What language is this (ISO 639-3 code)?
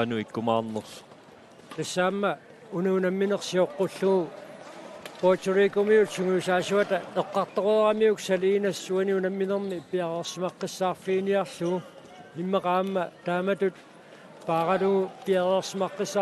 kal